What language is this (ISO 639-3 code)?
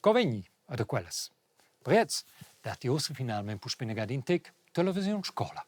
roh